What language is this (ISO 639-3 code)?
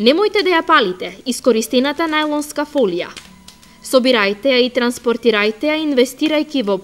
mkd